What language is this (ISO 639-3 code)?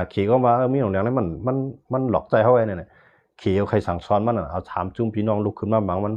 shn